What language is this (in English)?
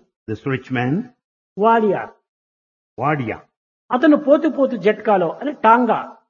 Telugu